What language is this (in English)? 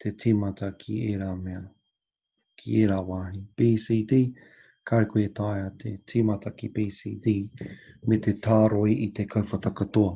Māori